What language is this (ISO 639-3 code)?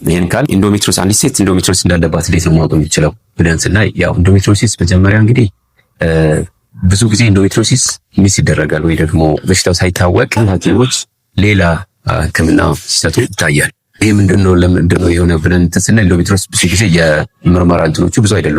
amh